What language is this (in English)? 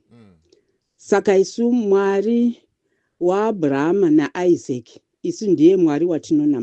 Shona